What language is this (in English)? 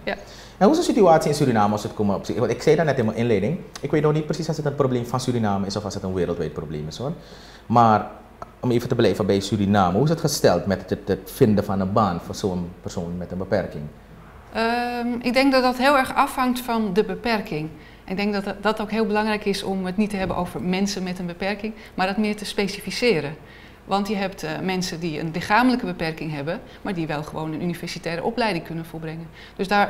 Dutch